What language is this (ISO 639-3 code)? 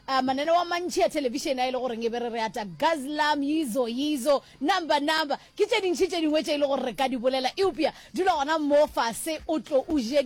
nso